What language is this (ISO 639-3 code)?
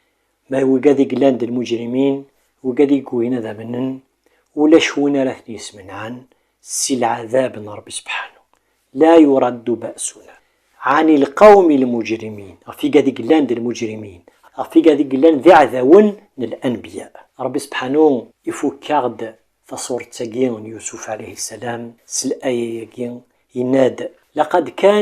kab